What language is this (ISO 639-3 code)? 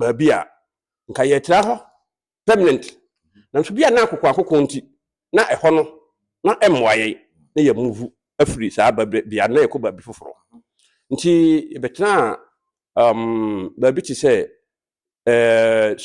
aka